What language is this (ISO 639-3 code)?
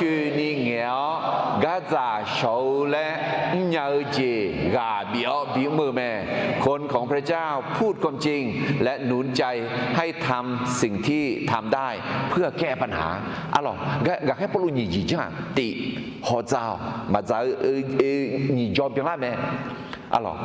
ahk